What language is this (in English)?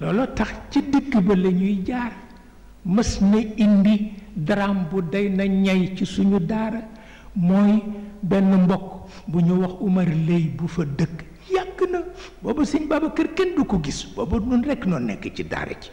Wolof